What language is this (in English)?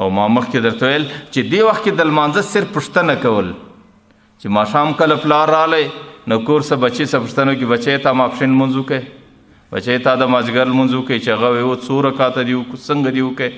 Pashto